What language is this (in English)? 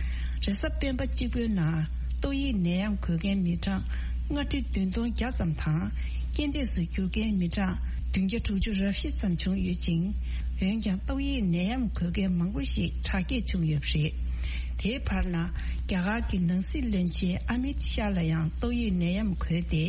Tibetan